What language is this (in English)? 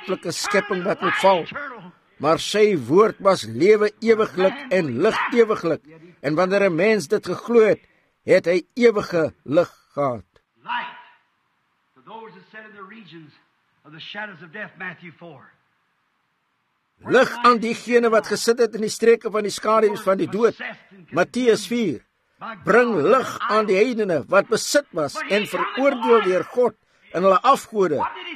Afrikaans